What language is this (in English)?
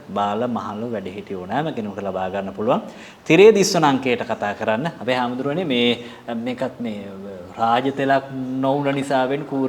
Sinhala